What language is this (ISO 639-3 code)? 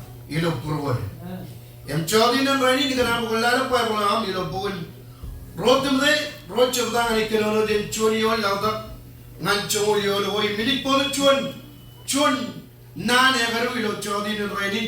mah